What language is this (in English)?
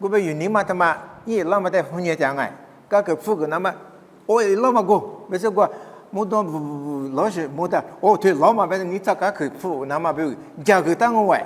Lisu